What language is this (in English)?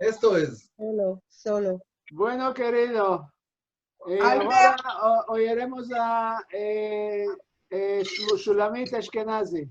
Ladino